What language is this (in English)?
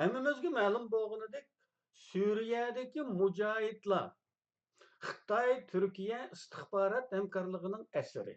Uyghur